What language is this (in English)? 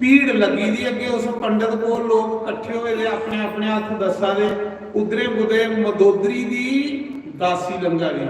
Dogri